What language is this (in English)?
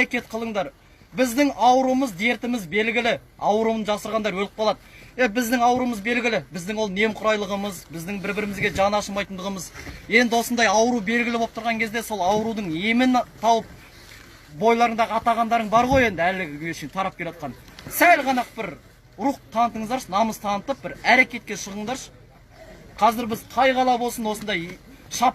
Kazakh